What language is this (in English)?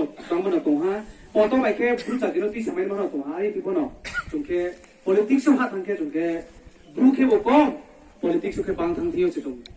Riang (India)